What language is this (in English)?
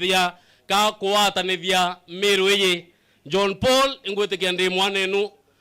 Meru